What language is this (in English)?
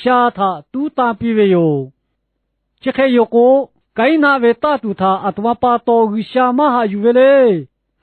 Lahu